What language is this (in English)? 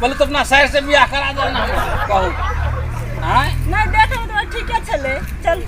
Maithili